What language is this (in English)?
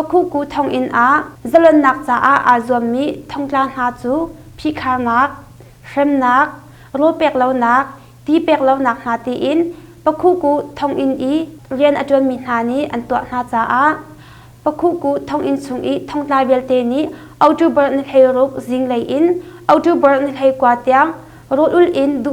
Hakha Chin